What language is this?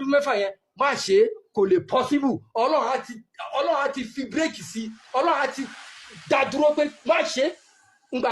Yoruba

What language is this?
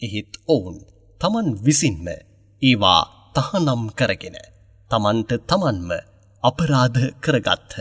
Sinhala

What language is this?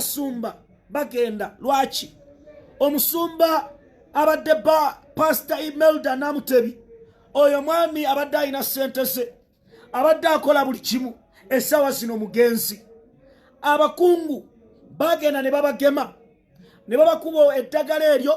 Ganda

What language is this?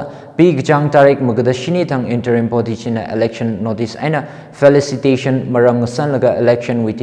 Tangkhul Naga (India)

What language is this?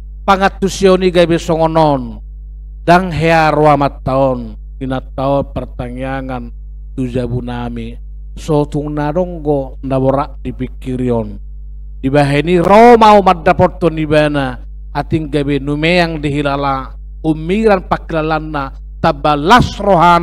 Batak Toba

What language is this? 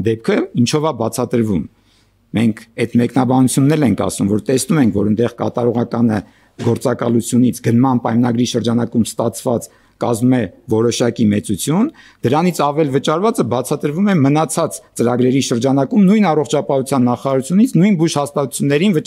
Armenian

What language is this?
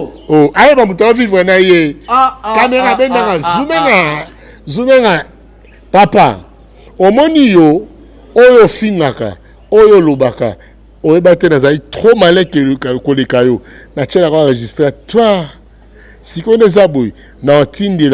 Lingala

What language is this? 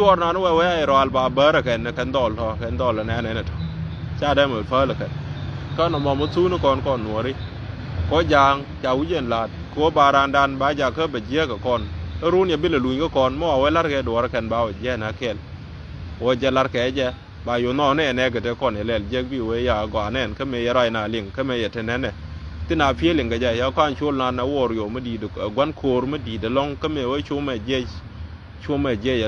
Nuer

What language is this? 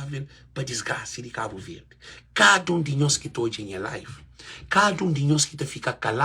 Kabuverdianu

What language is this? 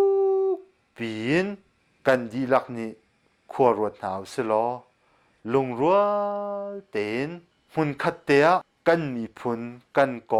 Hakha Chin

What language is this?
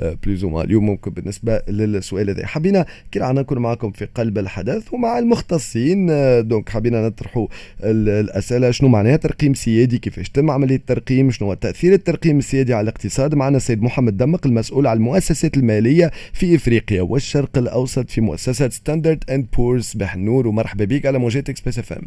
Tunisian Arabic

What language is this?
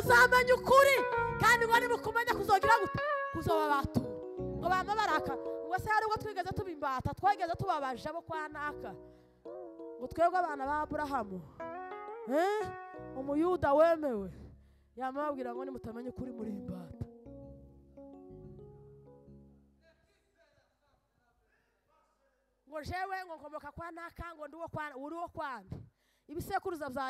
Kinyarwanda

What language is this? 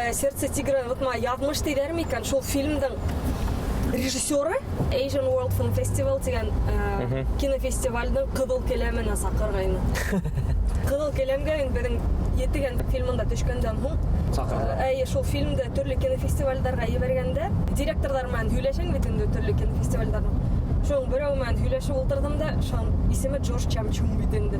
Bashkir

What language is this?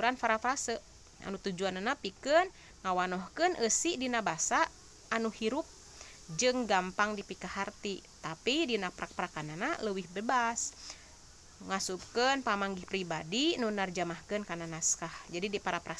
Sundanese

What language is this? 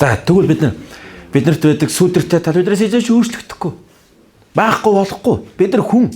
Mongolian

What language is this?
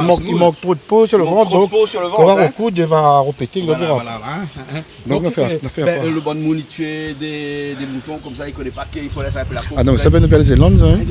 Réunion Creole French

